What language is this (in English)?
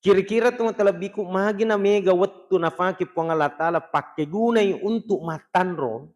Buginese